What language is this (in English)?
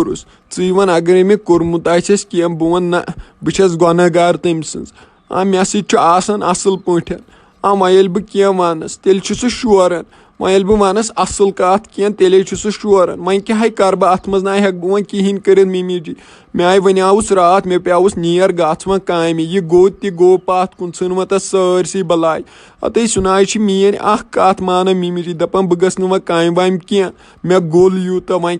Kashmiri